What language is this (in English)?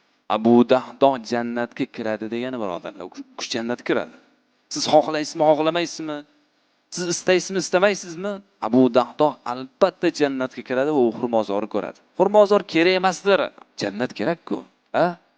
Uzbek